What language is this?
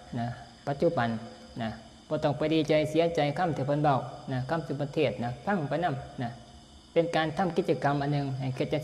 Northeastern Thai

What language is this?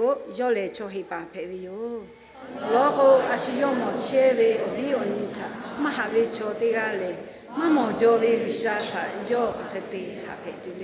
Lahu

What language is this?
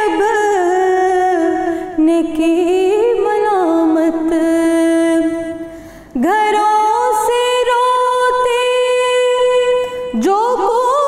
Urdu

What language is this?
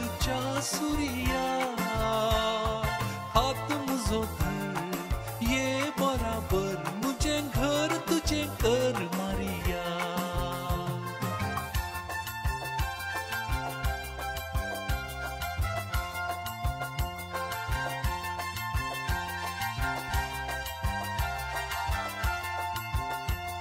Konkani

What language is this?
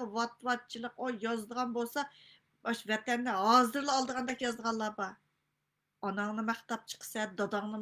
Uyghur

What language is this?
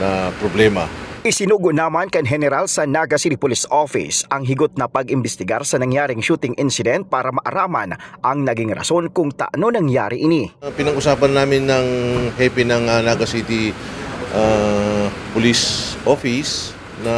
Bikol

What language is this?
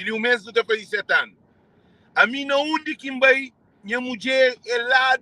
Kabuverdianu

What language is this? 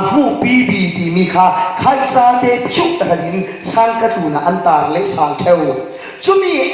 Falam Chin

